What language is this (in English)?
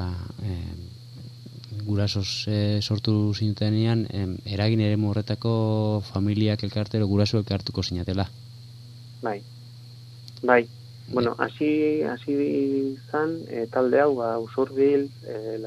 Basque